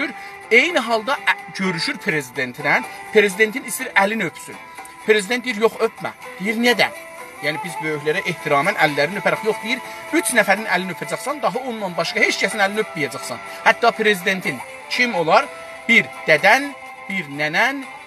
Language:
South Azerbaijani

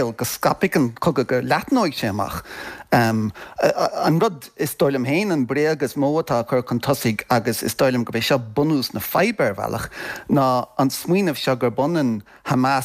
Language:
Irish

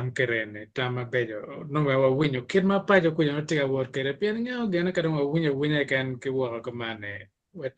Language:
Acoli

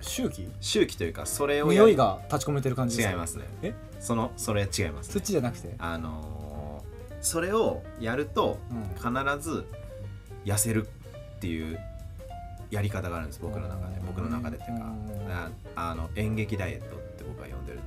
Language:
Japanese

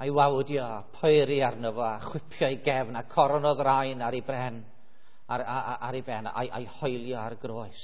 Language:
Welsh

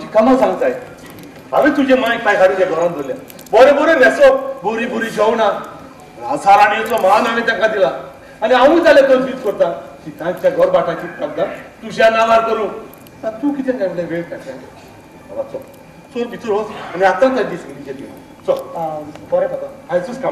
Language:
Konkani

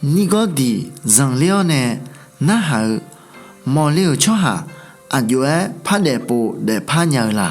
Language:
Akha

